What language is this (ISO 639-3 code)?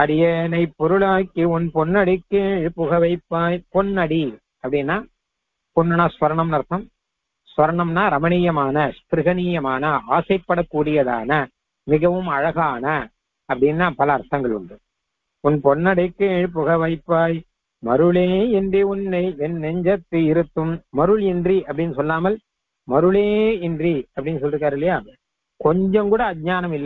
tam